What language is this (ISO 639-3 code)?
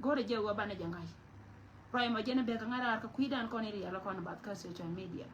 nus